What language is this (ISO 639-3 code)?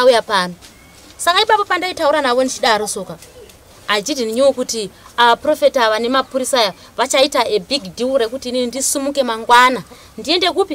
sna